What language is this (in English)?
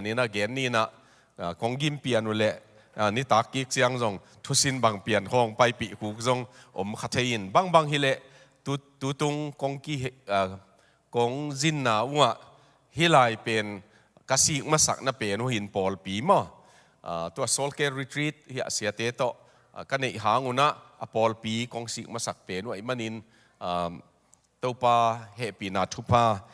Tedim Chin